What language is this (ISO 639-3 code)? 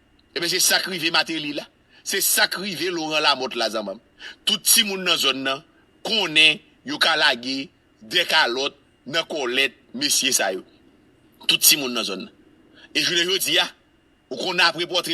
hat